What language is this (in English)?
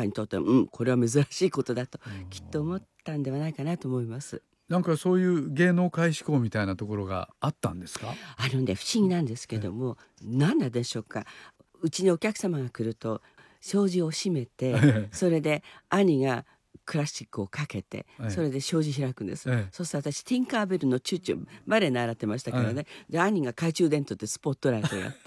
Japanese